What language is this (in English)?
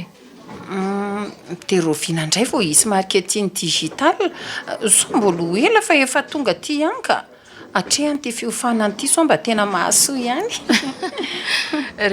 Malagasy